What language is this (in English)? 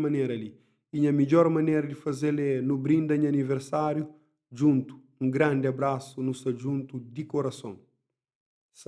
Kabuverdianu